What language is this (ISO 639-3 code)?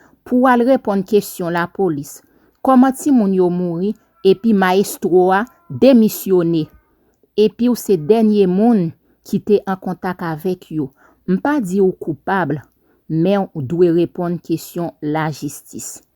hat